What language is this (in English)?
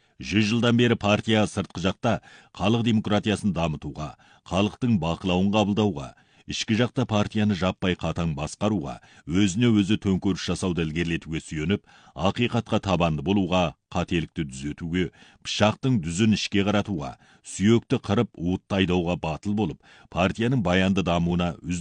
Kazakh